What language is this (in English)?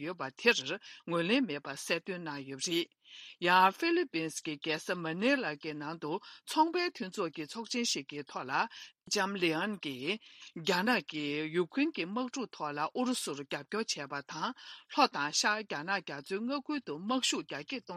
Tibetan